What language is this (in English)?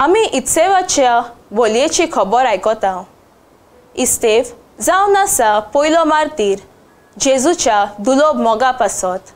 Konkani